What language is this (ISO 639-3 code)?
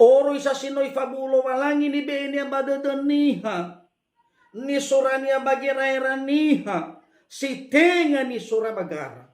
nia